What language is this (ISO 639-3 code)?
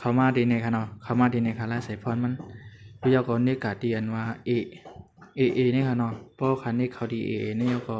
shn